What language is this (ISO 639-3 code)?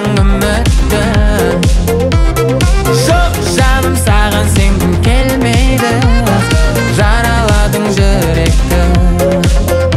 kaz